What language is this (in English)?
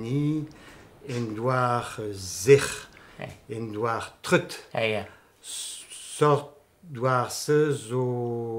Breton